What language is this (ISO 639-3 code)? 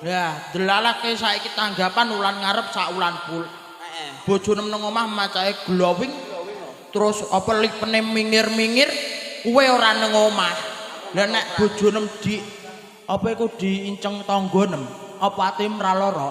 jav